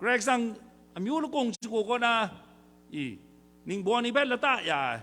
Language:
Kachin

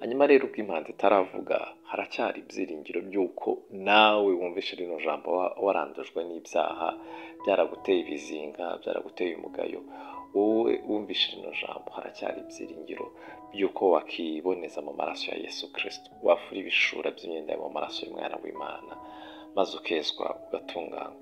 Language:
Kinyarwanda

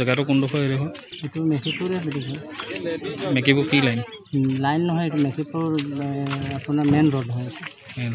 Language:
Assamese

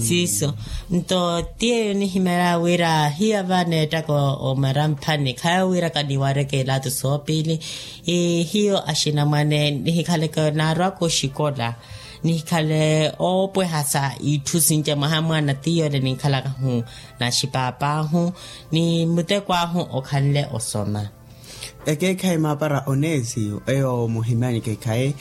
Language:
Makhuwa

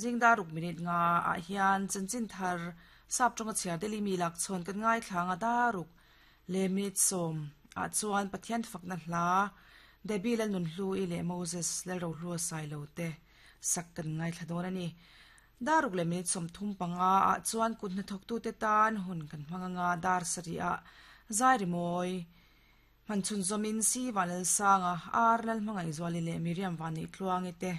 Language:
Mizo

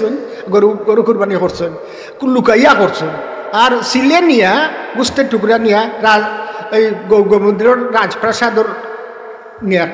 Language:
Sylheti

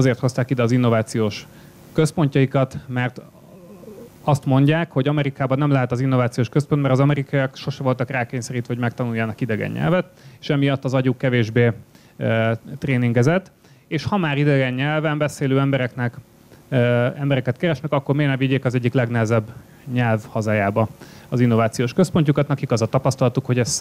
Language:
Hungarian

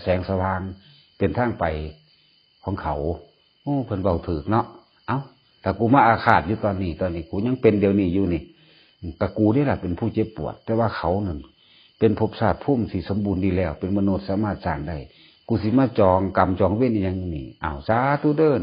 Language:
Northeastern Thai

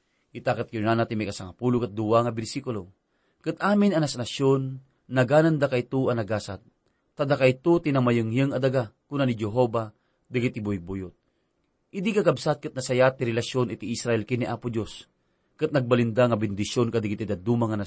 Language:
Iloko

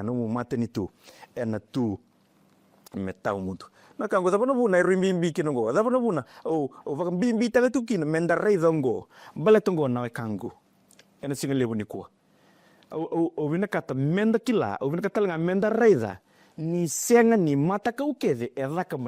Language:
Fijian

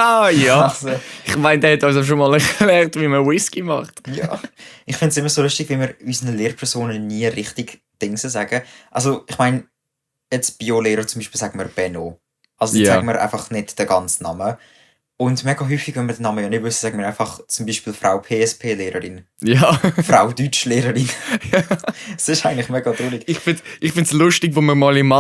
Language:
Swiss German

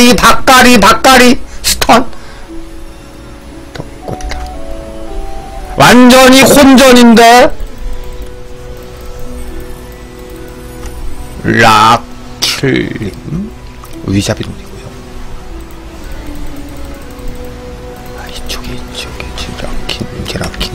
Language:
Korean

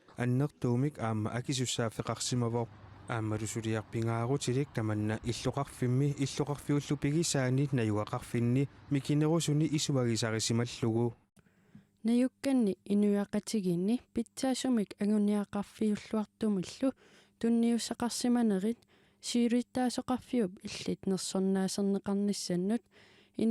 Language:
Kalaallisut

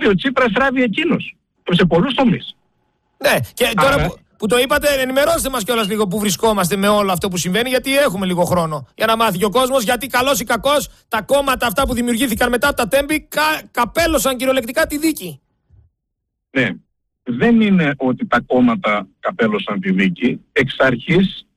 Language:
Greek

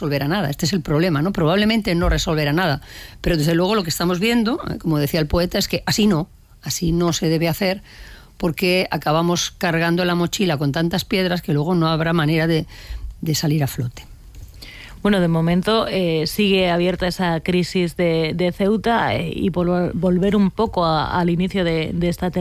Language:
Spanish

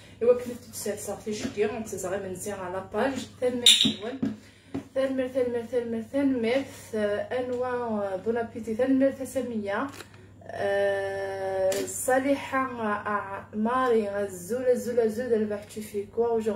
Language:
Kabyle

